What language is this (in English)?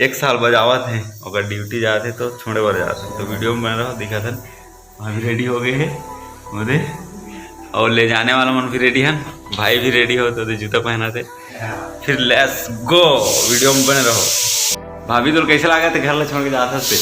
Chhattisgarhi